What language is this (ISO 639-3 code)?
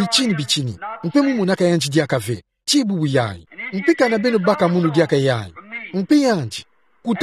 ktu